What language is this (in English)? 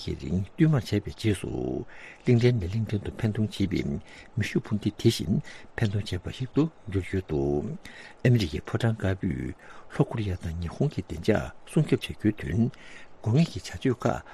Tibetan